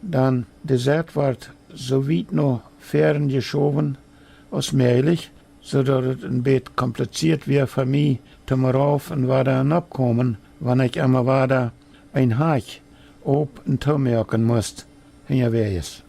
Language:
Plautdietsch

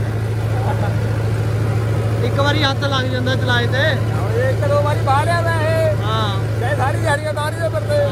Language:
Punjabi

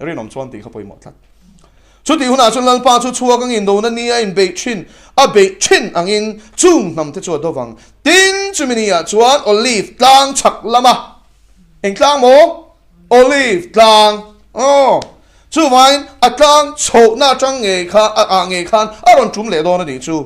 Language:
Mizo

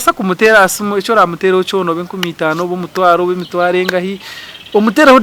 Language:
Nyankole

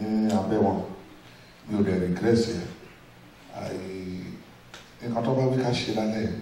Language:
Yoruba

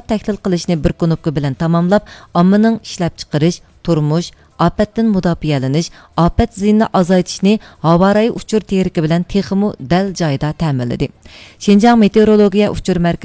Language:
Uyghur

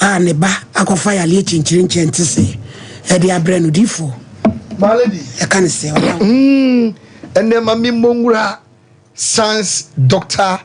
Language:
Akan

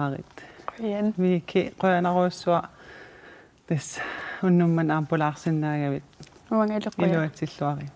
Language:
Kalaallisut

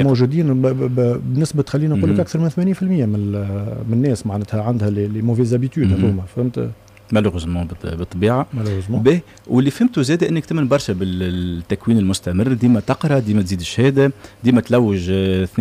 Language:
Tunisian Arabic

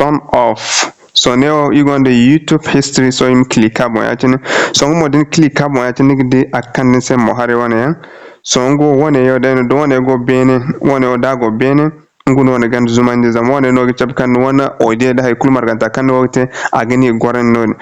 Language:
Zarma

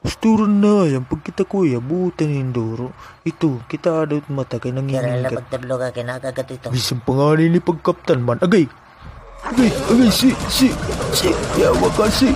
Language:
Waray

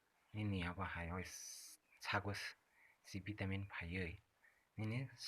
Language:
Kok Borok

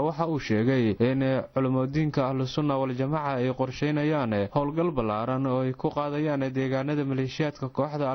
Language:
Somali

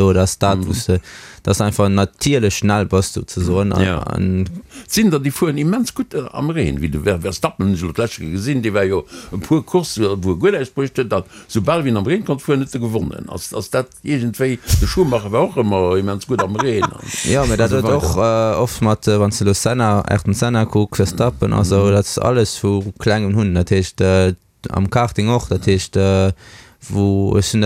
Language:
Luxembourgish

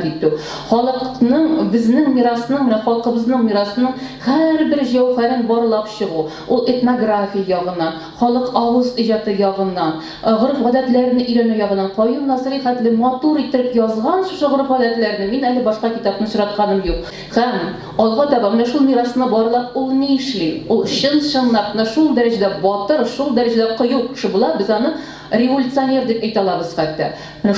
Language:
Tatar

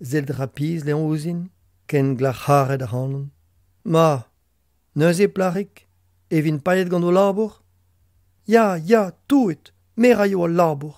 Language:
Breton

